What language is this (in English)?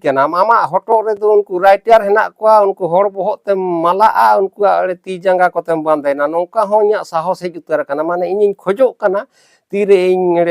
Santali